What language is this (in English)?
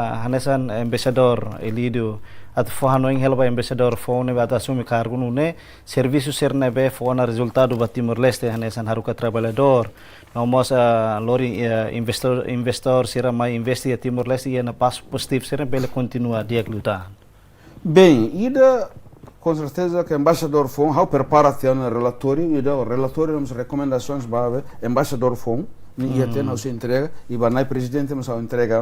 Tetum